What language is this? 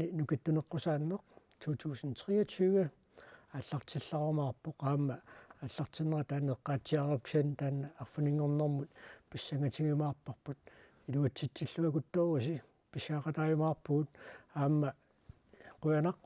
Kalaallisut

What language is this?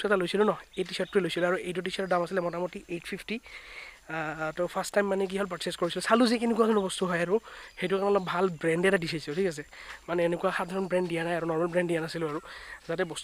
Assamese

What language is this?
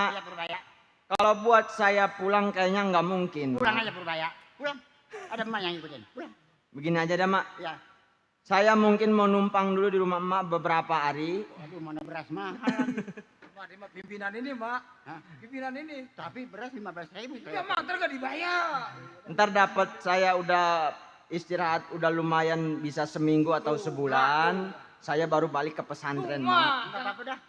Betawi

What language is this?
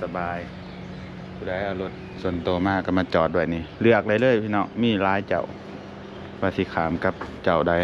Lao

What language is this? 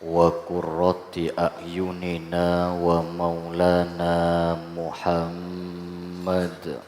Madurese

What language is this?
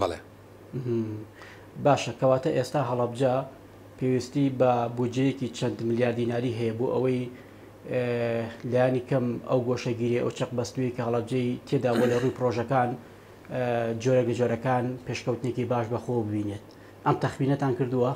Central Kurdish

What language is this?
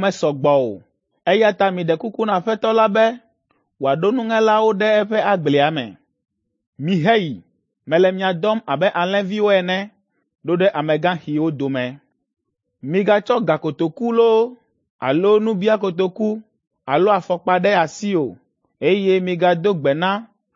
Ewe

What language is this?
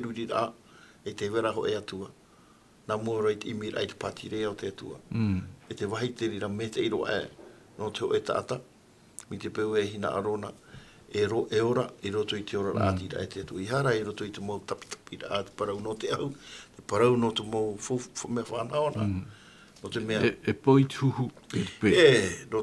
Tahitian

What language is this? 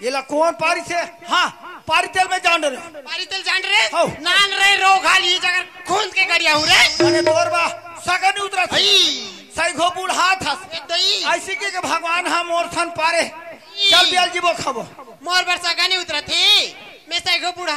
Chhattisgarhi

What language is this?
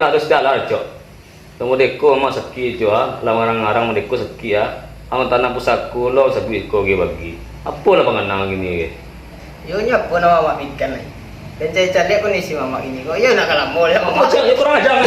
Minangkabau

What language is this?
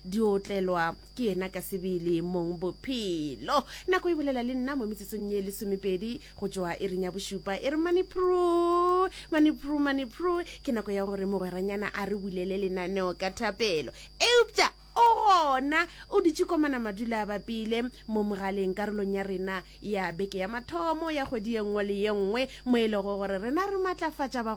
Northern Sotho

